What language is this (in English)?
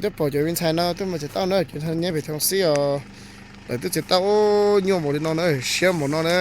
Hmong